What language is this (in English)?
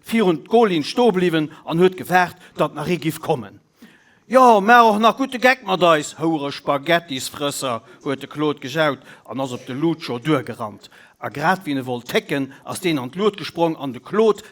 Luxembourgish